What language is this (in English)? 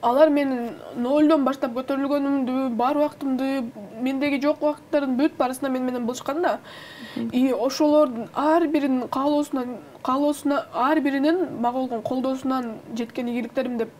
Kyrgyz